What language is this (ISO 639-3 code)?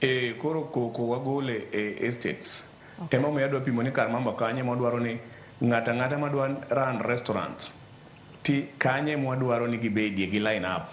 luo